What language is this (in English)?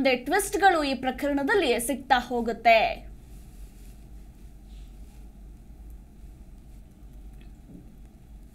Kannada